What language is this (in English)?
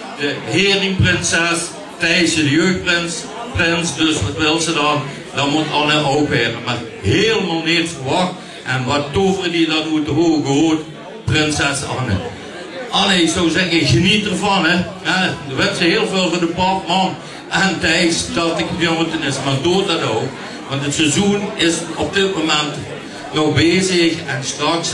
Limburgish